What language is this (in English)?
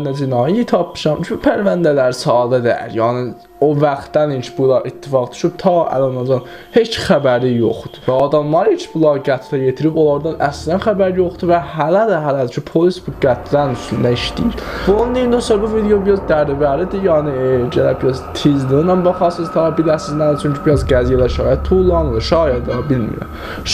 South Azerbaijani